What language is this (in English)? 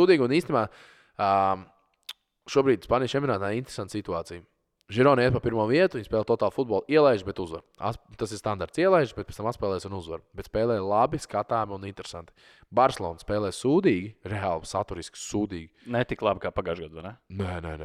Latvian